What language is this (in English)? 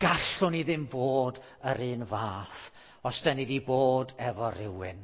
Welsh